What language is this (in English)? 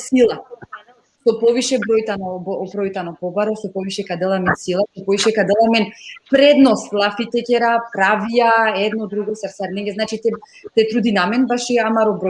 Balkan Romani